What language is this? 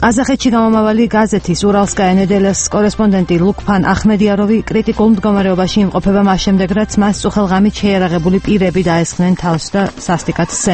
Georgian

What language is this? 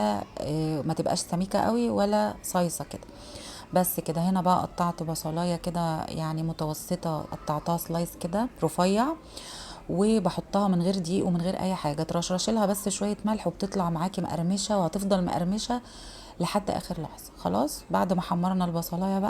Egyptian Arabic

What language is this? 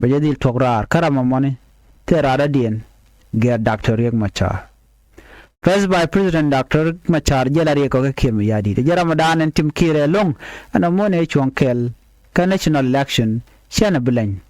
Nuer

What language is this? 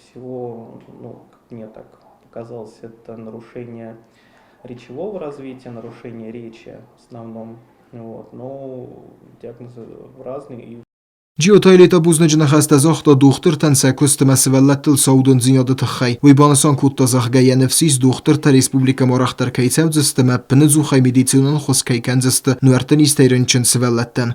Ossetic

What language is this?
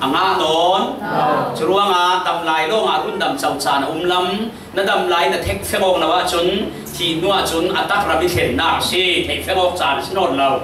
Falam Chin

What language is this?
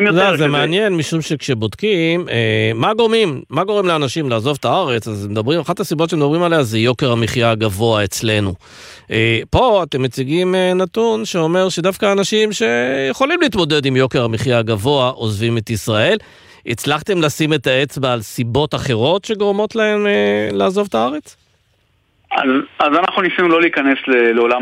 Hebrew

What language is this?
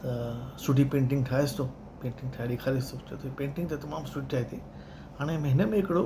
Sindhi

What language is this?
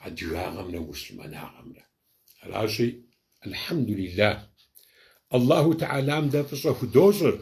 Kabardian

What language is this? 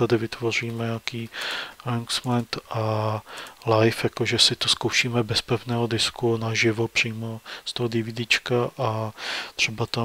Czech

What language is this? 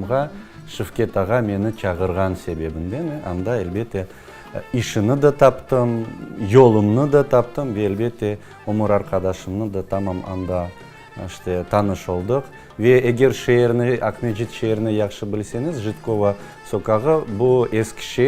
Crimean Tatar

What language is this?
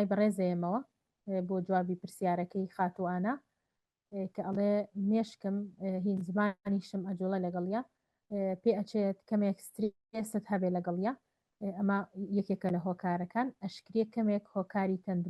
Central Kurdish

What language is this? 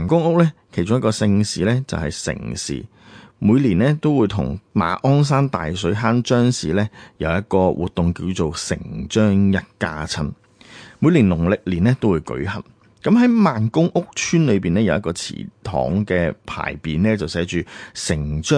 Cantonese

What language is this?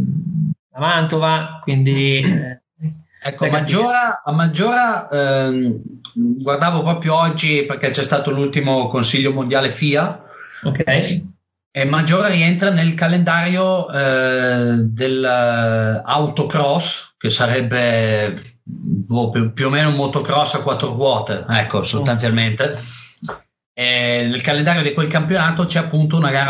Italian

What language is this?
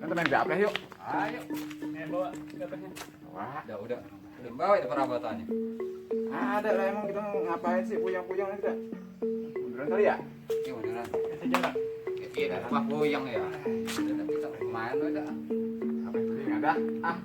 Betawi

